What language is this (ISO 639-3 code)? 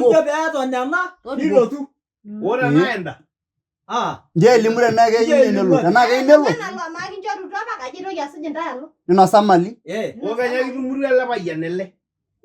mas